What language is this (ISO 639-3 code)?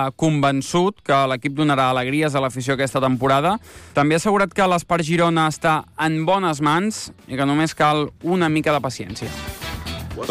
cat